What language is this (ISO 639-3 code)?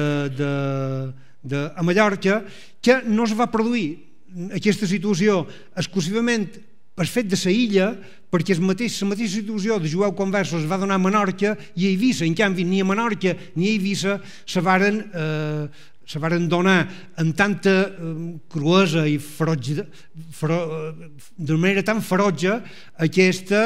cat